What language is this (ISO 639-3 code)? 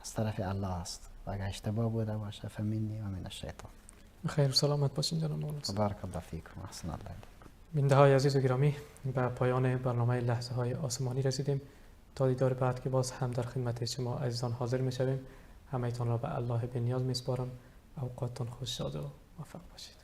fas